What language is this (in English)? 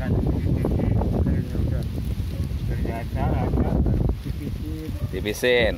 Betawi